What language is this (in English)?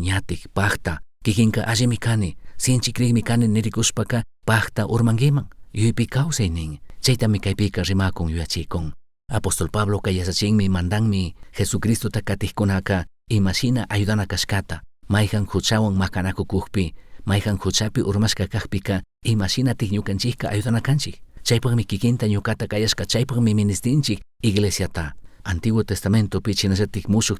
Chimborazo Highland Quichua